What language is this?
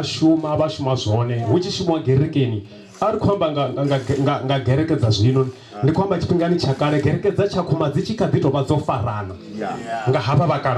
Venda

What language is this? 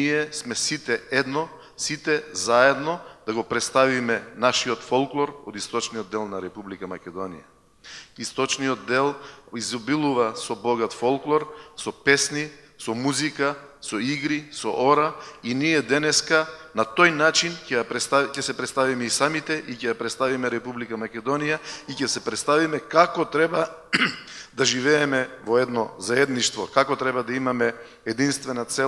Macedonian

